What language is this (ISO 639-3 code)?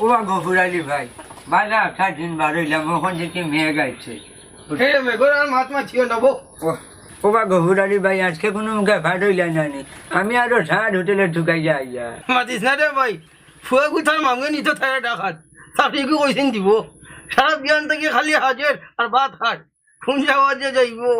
syl